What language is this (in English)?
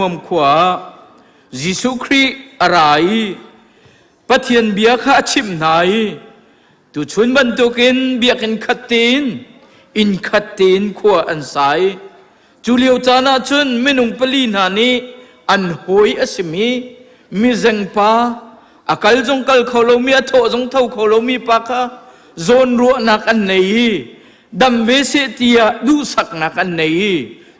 Hakha Chin